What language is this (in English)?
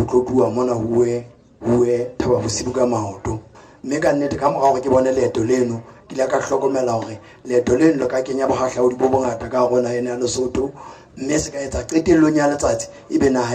Southern Sotho